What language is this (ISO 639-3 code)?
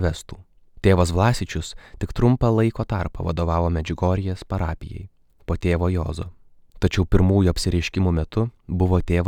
lit